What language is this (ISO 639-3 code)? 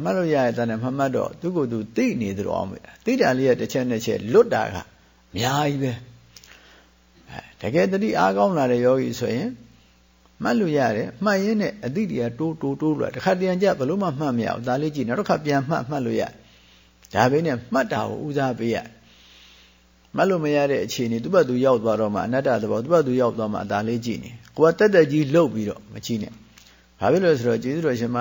mya